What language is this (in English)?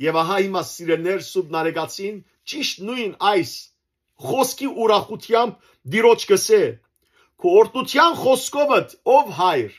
Western Armenian